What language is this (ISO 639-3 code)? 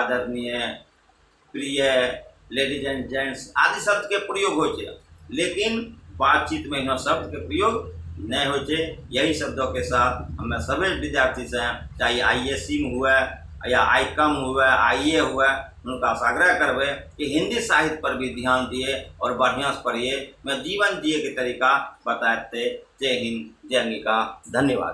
anp